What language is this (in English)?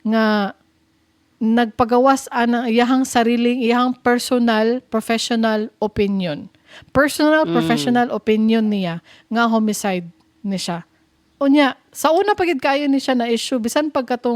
Cebuano